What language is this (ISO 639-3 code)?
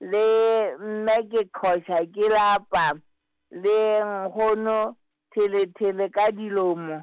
sot